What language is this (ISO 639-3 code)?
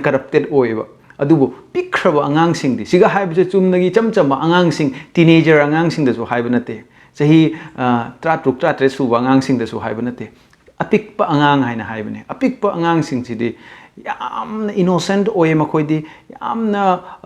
mni